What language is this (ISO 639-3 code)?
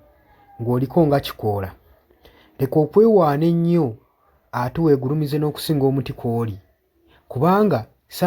lug